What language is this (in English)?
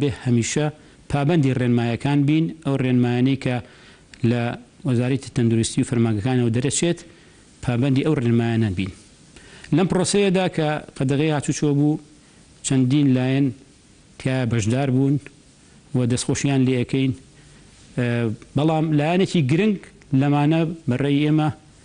Central Kurdish